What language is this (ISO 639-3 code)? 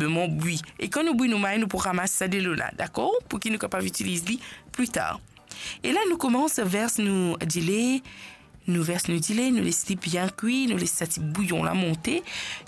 mfe